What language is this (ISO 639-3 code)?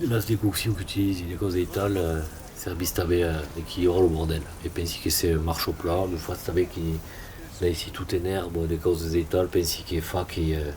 oci